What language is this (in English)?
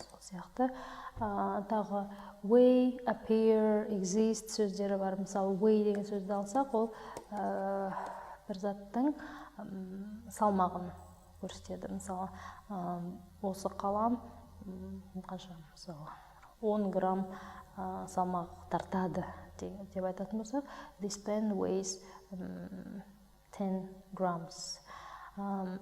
Kazakh